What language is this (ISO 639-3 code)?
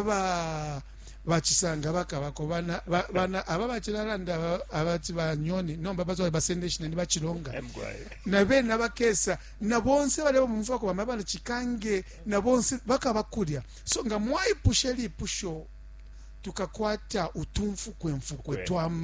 bem